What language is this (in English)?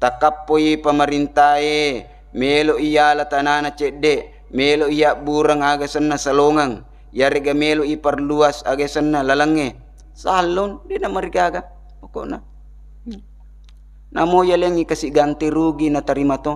Buginese